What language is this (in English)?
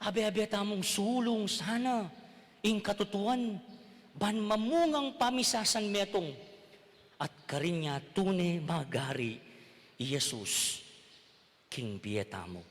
Pampanga